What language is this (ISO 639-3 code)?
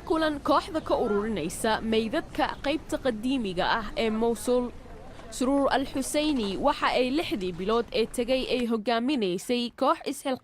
som